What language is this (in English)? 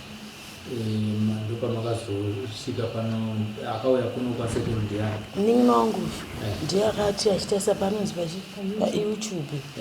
Shona